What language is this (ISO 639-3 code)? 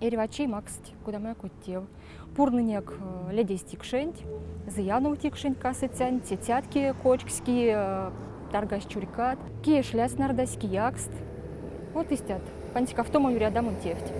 myv